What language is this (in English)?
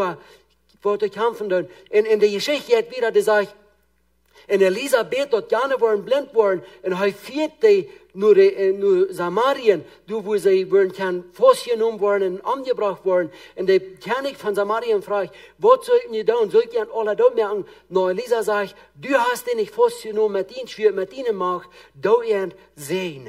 Plautdietsch